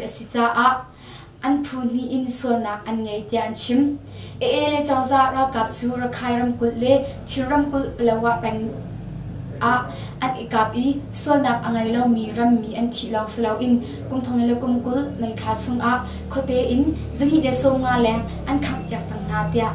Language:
Hakha Chin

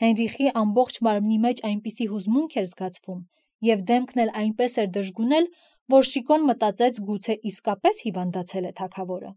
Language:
Armenian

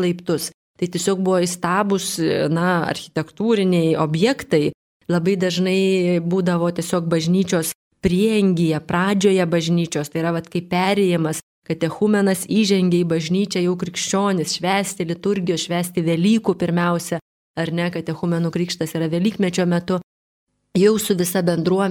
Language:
Lithuanian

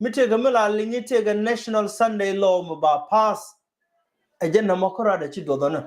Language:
Nuer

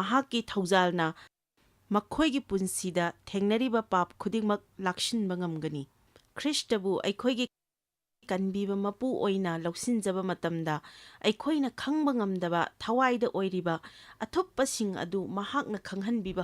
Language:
Manipuri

